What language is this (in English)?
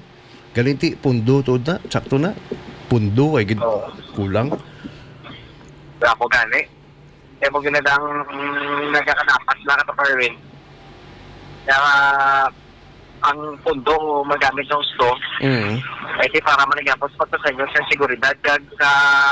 Hiligaynon